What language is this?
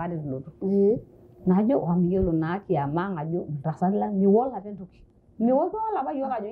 Masai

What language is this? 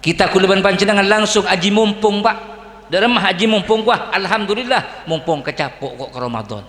Madurese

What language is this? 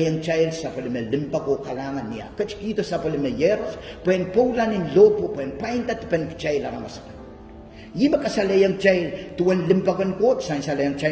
Pohnpeian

